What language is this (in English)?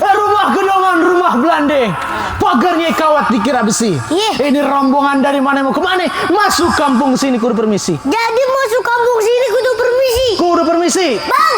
Betawi